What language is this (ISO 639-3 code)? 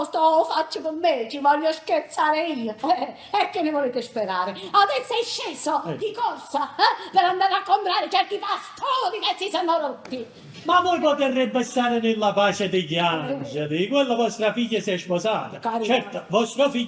nap